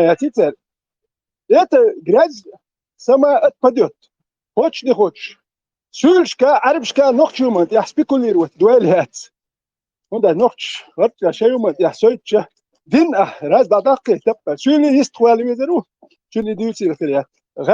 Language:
Chechen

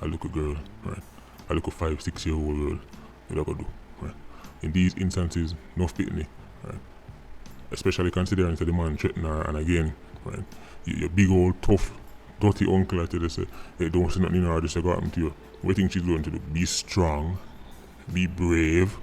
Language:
Jamaican Creole English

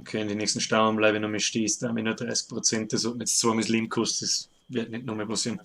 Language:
Bavarian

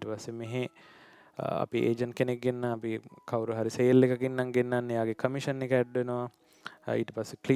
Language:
Sinhala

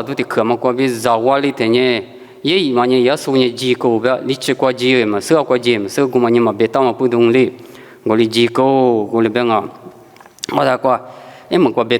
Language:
Lisu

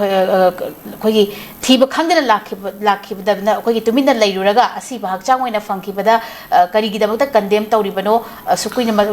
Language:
Manipuri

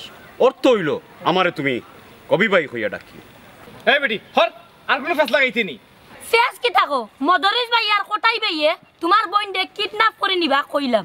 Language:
Sylheti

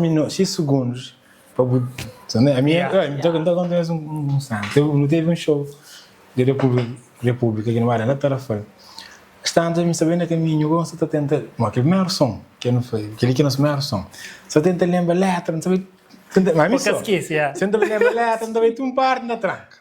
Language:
Kabuverdianu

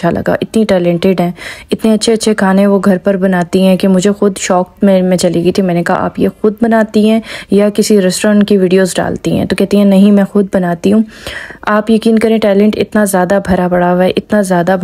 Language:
Urdu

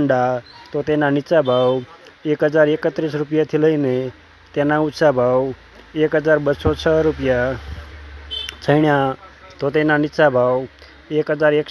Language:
Gujarati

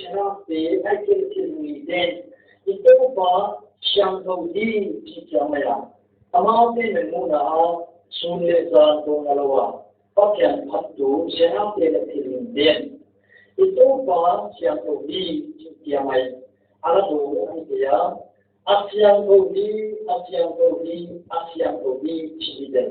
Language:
Paite Chin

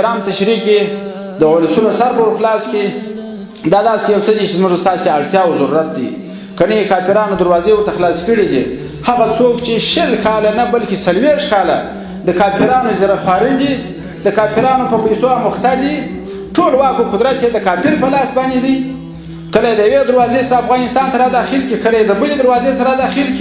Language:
Pashto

